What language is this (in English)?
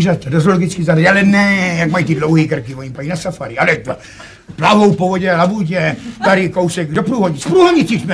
Czech